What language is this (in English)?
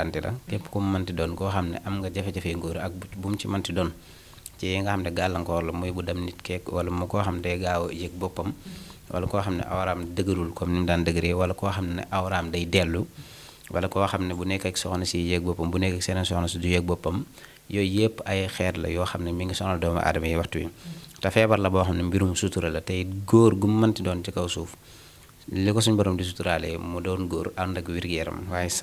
Wolof